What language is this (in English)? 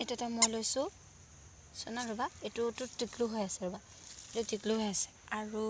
Assamese